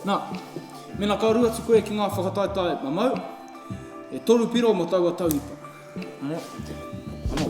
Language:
Māori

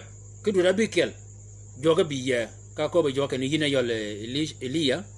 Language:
Shilluk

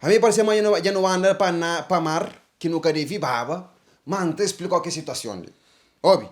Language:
Kabuverdianu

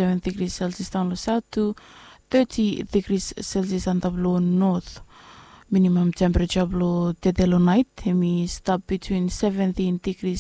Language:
Bislama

